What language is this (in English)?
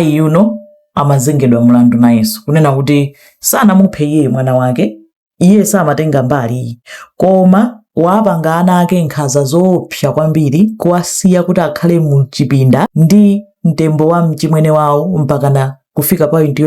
Nyanja